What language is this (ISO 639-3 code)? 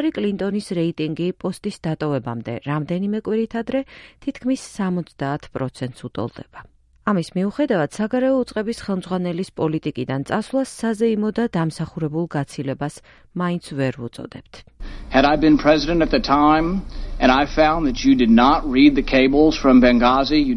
kat